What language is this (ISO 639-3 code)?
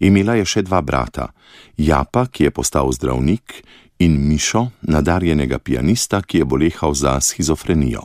slv